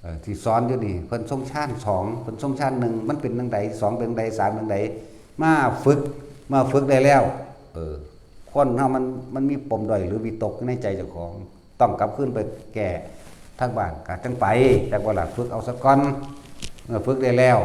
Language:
Northeastern Thai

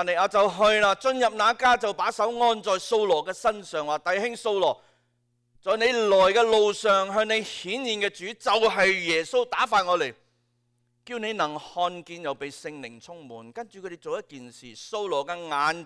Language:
Cantonese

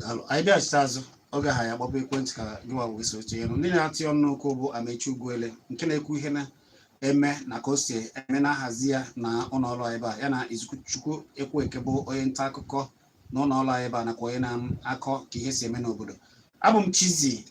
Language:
Igbo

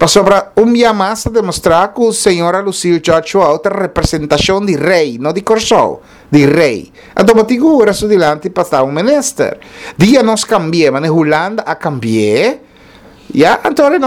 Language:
Papiamento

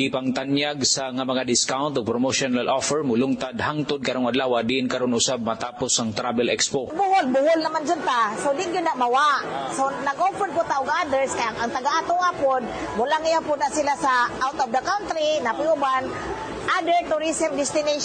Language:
Cebuano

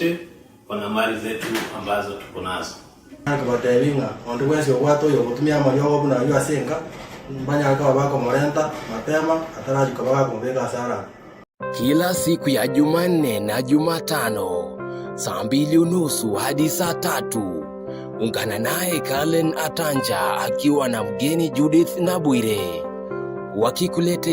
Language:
Gusii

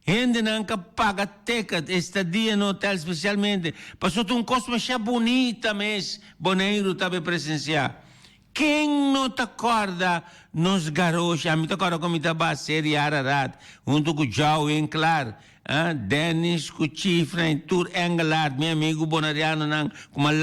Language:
Papiamento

